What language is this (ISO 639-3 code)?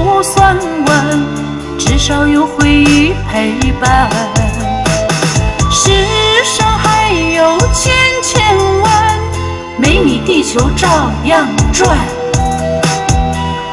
zho